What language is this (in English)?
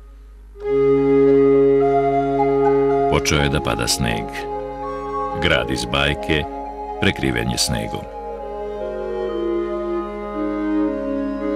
Serbian